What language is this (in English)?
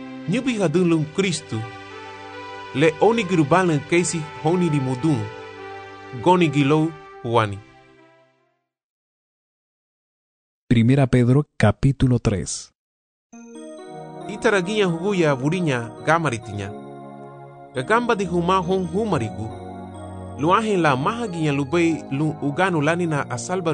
Garifuna